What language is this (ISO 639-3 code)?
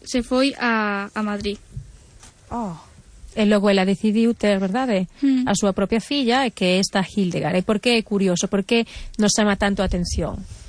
glg